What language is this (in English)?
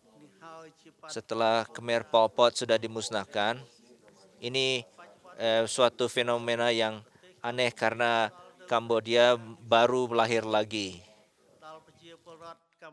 Indonesian